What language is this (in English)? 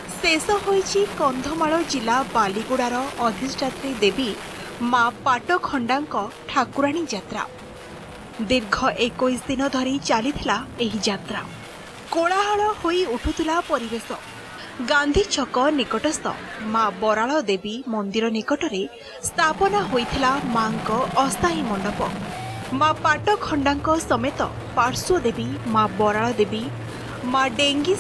Odia